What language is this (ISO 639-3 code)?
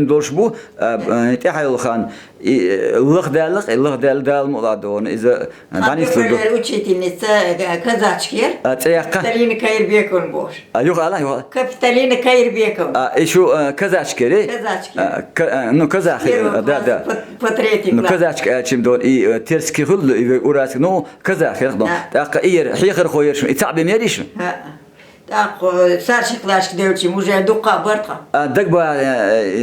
che